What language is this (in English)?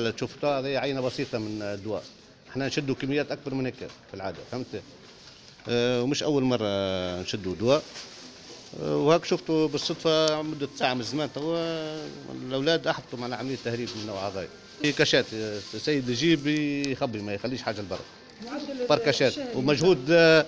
Tunisian Arabic